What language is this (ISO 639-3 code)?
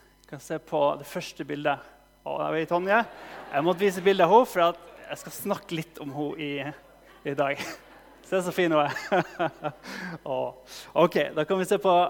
nor